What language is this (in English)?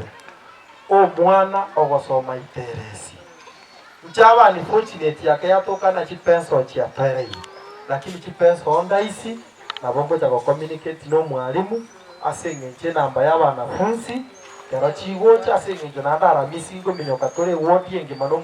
Gusii